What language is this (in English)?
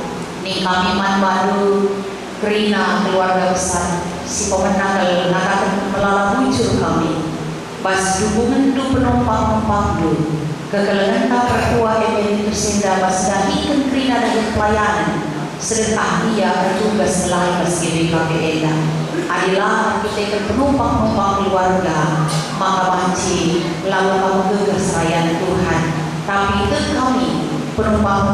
Batak Karo